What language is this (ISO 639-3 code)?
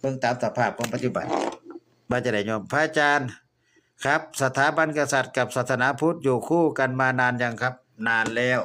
tts